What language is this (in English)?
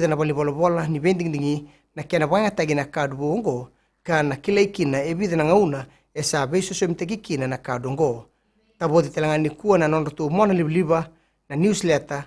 Fijian